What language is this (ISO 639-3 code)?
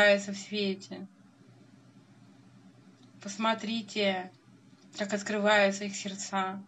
rus